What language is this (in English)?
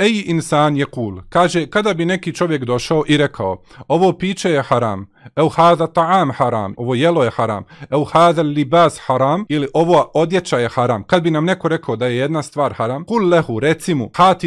Bosnian